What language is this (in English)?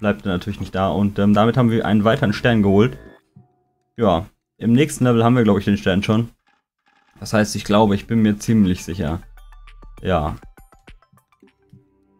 German